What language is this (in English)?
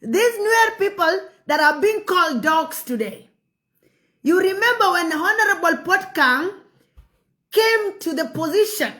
Nuer